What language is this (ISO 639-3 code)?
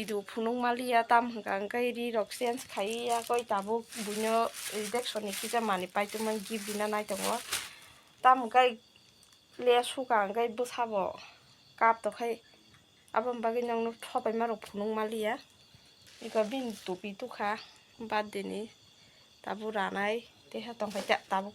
trp